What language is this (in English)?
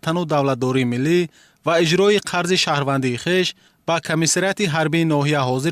Tajik